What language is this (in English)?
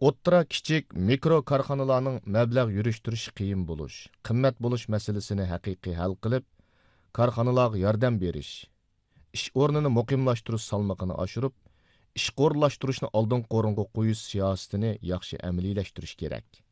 Uyghur